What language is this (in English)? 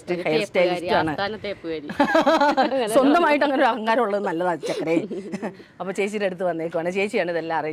Malayalam